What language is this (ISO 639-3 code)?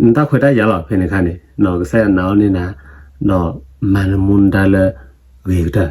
ksw